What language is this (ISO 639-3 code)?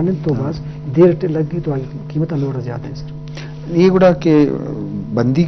bgp